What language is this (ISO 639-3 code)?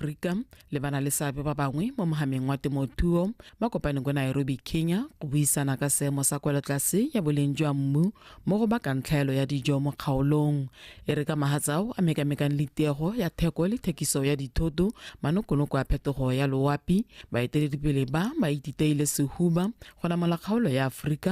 tsn